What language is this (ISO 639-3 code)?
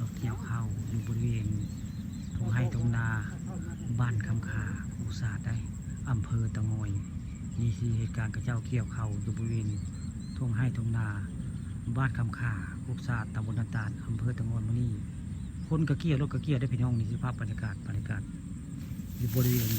tts